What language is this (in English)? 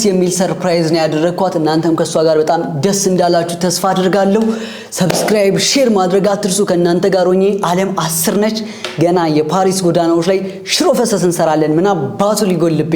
Amharic